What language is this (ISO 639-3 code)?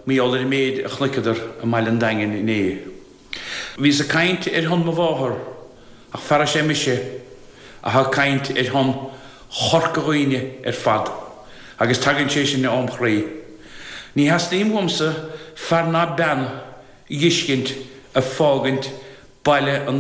gle